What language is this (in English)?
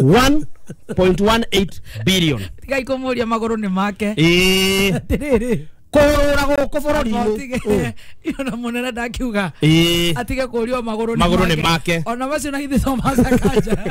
Kikuyu